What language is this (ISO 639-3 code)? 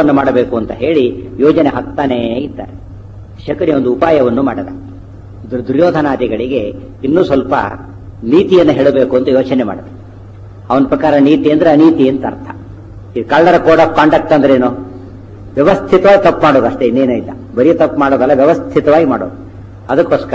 kan